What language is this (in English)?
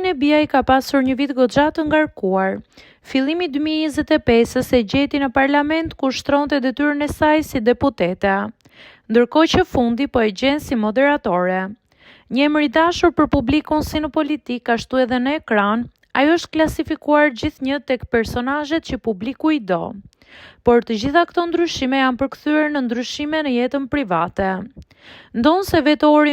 Albanian